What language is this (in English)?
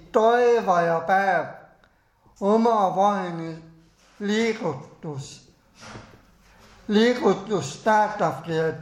Estonian